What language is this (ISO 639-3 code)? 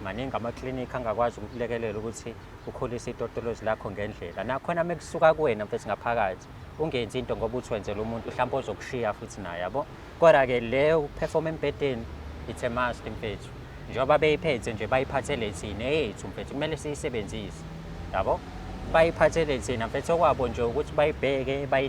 zul